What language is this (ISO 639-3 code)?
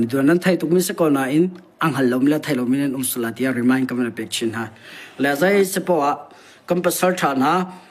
cnh